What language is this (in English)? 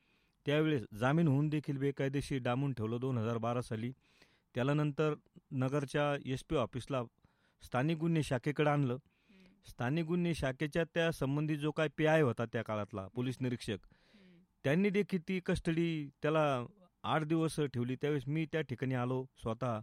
Marathi